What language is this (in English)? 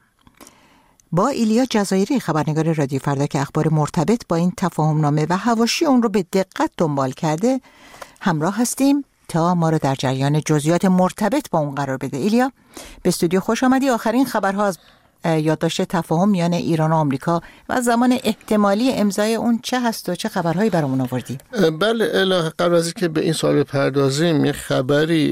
Persian